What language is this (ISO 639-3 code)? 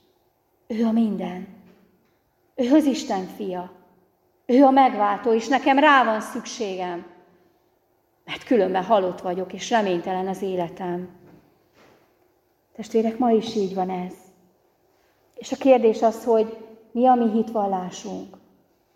hun